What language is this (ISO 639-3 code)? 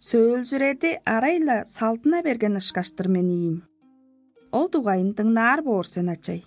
tyv